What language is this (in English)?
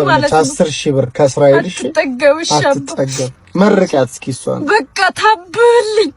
Amharic